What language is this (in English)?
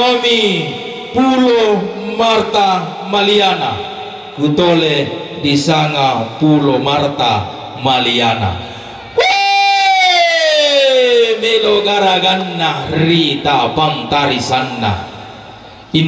Toraja-Sa'dan